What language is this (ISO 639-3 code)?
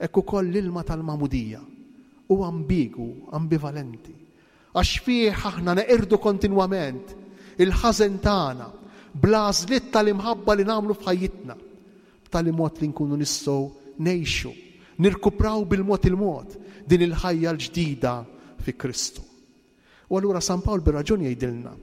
mlt